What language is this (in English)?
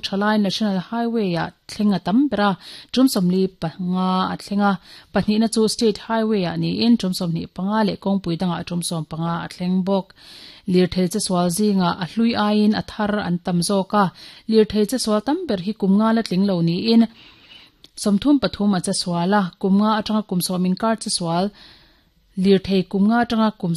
Mizo